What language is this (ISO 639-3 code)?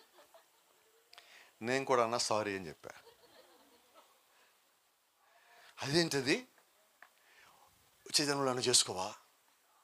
tel